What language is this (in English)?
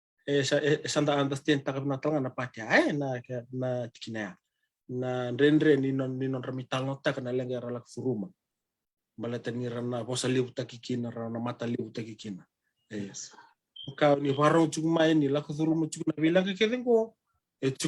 Fijian